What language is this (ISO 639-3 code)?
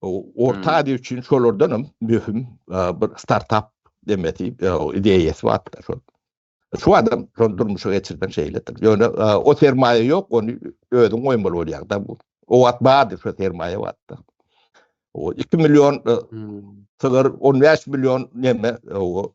tuk